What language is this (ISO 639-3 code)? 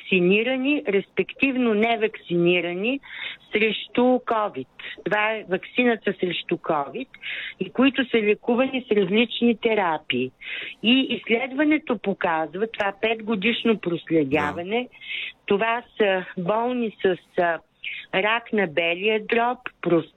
bul